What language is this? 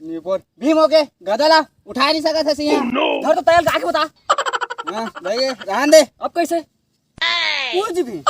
Chhattisgarhi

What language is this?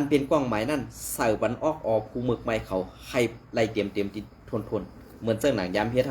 Shan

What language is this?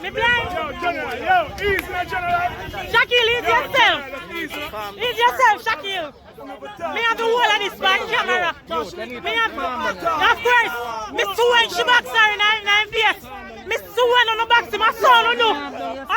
Jamaican Creole English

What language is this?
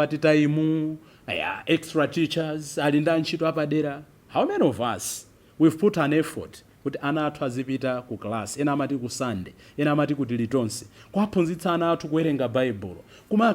Nyanja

